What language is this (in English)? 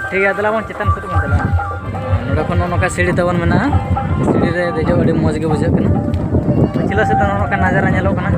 Santali